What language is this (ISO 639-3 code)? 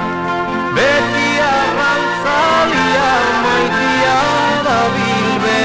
eus